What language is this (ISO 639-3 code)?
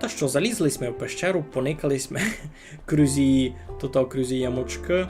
rue